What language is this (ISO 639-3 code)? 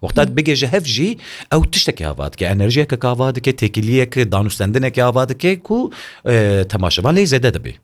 kur